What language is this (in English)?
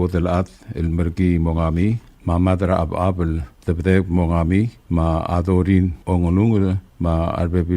Palauan